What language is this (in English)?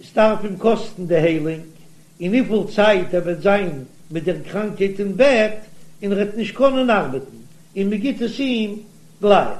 Yiddish